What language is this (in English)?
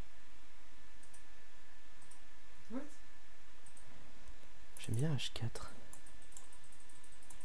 French